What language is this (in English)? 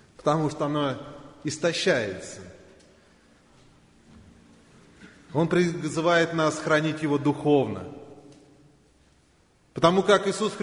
Russian